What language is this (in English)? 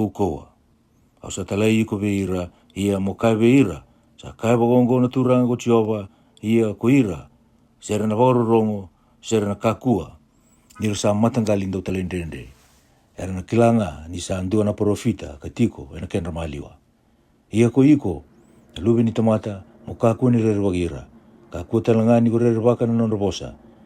Fijian